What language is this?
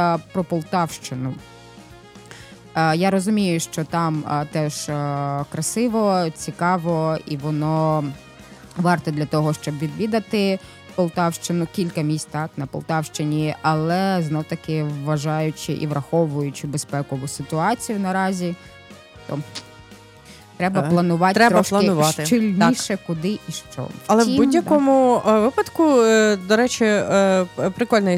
Ukrainian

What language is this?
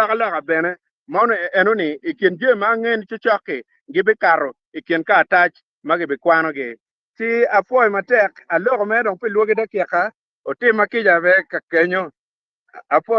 Acoli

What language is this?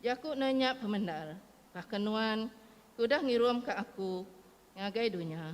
Iban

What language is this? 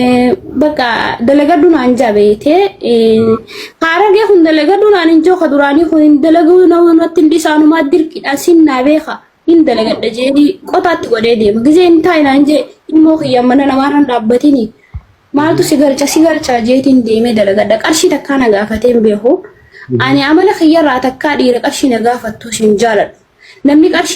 Oromo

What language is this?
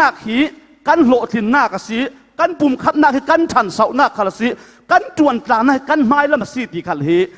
Falam Chin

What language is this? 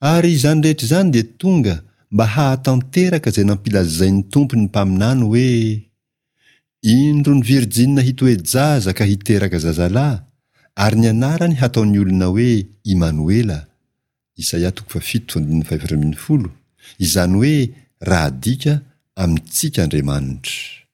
Malagasy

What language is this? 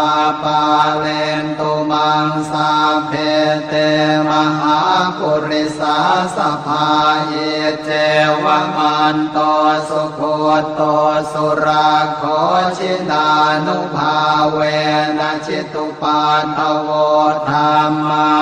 Pali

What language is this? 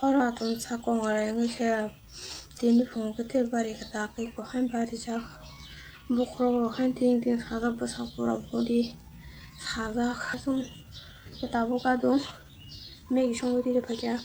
Kok Borok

